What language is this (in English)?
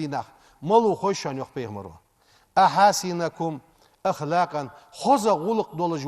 Ingush